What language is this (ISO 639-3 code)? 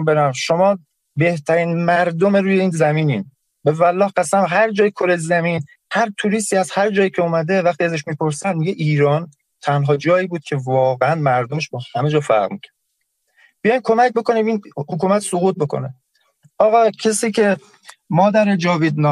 fas